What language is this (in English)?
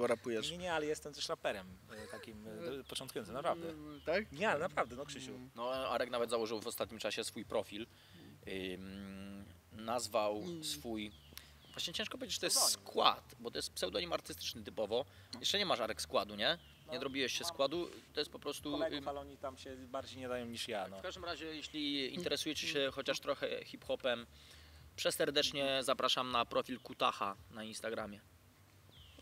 Polish